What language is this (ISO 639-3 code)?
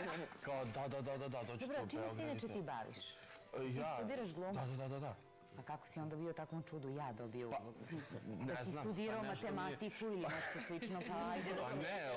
srp